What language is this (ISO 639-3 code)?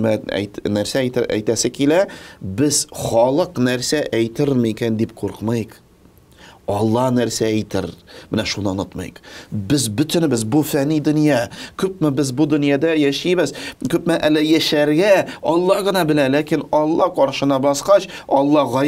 tat